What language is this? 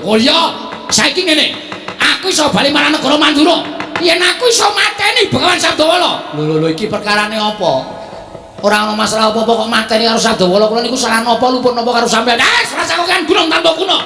Javanese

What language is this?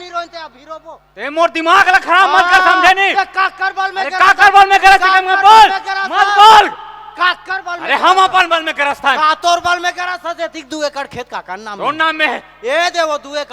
Chhattisgarhi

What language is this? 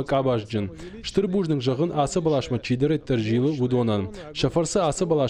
Ossetic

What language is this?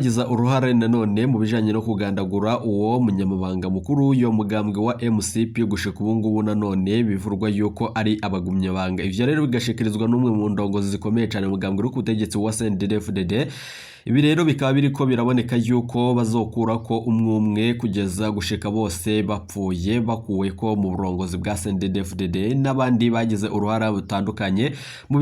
Rundi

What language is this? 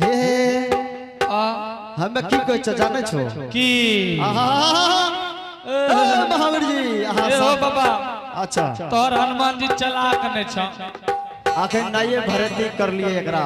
Angika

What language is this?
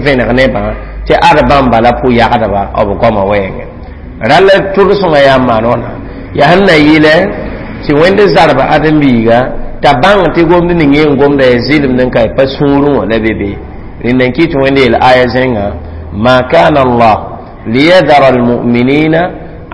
Mossi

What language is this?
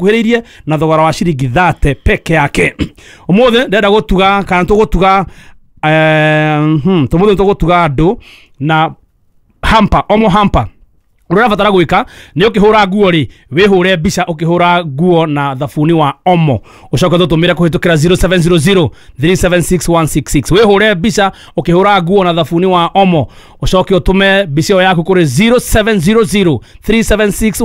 Kikuyu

